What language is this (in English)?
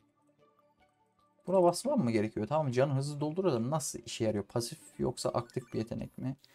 Turkish